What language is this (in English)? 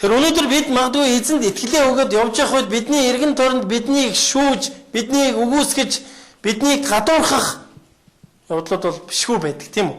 Mongolian